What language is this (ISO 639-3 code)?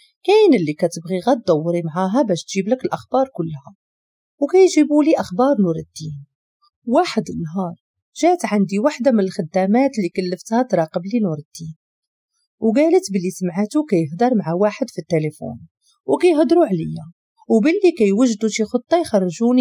ary